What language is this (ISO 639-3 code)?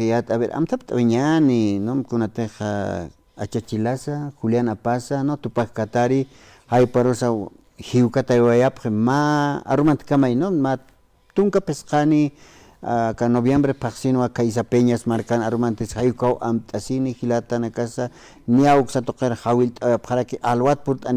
aym